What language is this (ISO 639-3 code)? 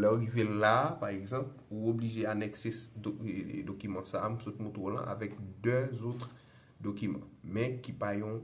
hat